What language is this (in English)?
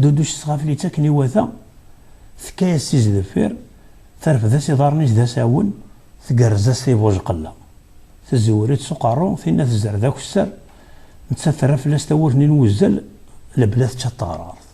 Kabyle